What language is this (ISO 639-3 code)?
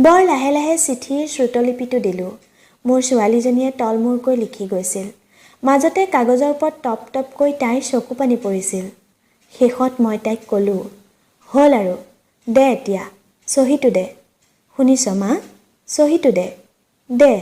asm